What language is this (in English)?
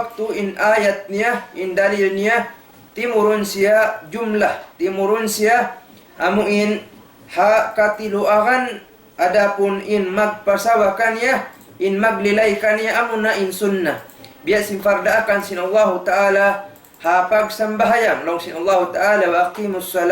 Tausug